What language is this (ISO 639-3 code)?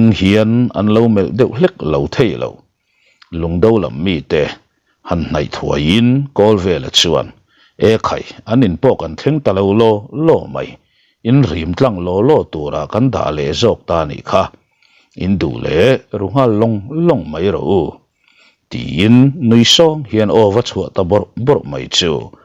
lus